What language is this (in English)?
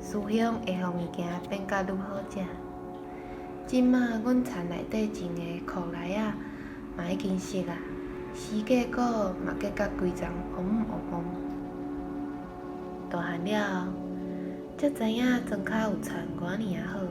Min Nan Chinese